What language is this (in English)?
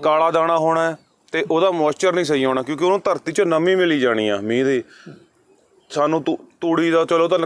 Punjabi